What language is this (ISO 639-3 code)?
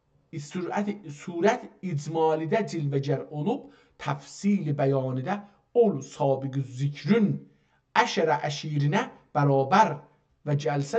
azb